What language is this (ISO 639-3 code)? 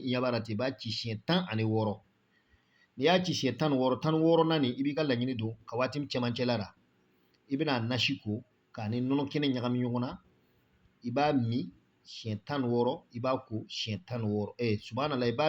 bam